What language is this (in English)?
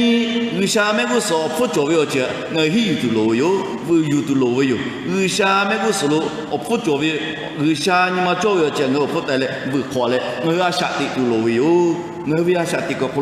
Lahu